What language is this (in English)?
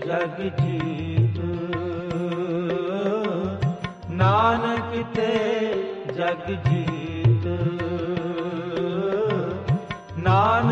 Punjabi